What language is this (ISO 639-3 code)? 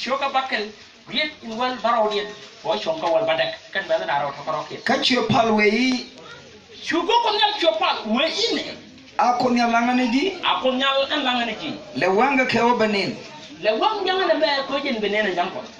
nus